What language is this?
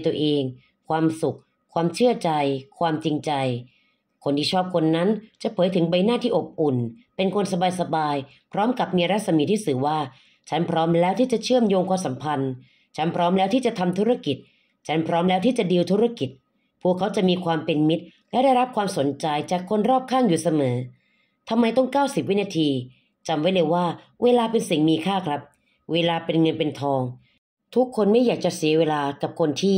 Thai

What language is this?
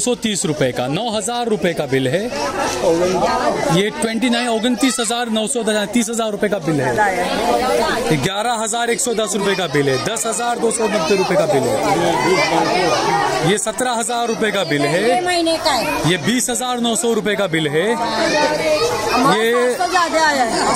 Hindi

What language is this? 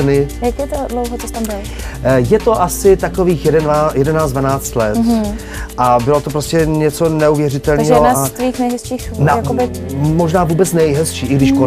Czech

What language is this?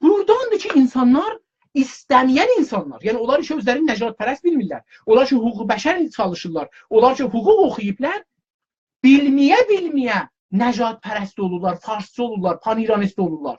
South Azerbaijani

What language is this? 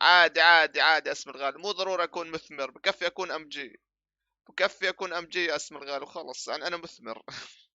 North Levantine Arabic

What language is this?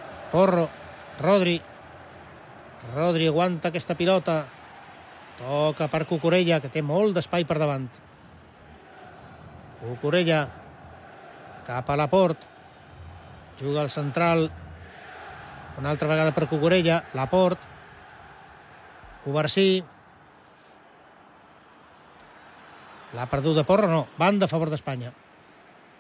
Catalan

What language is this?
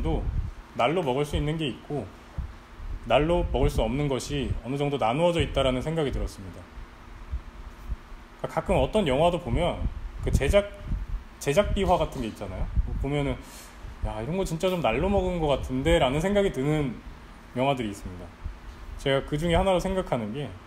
Korean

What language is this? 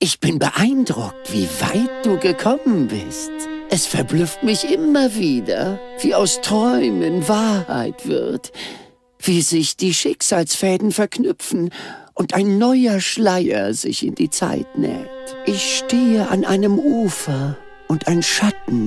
Bavarian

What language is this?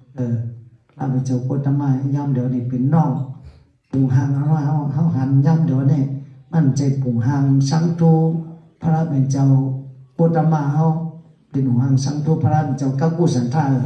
Shan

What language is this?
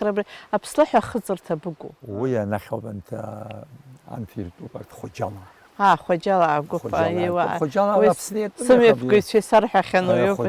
Abkhazian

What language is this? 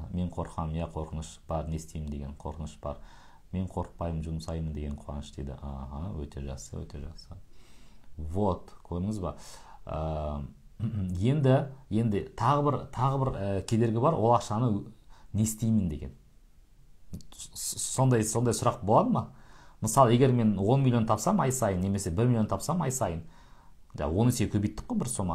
Kazakh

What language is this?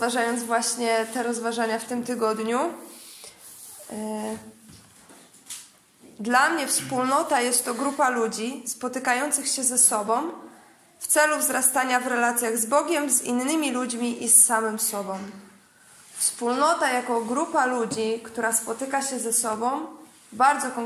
Polish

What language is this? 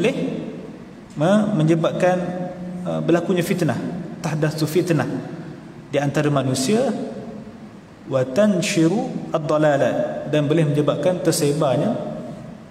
Malay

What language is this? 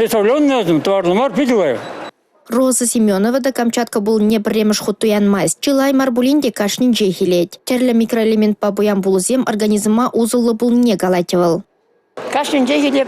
Chuvash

